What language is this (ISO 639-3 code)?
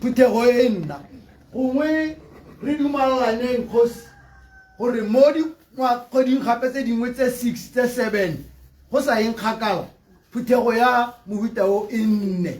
tsn